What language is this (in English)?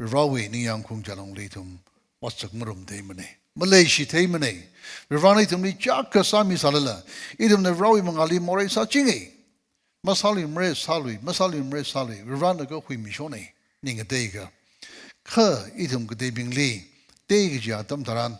Tangkhul Naga (India)